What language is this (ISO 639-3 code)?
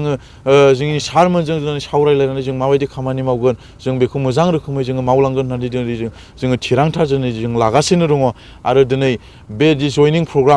brx